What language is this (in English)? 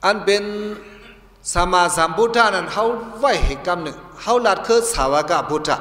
Shan